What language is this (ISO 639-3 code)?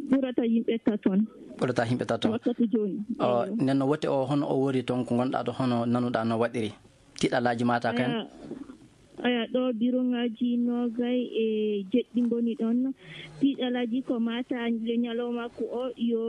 ffm